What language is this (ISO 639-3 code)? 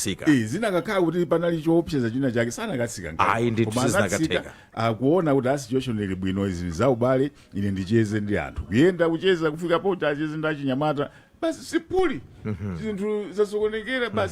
nya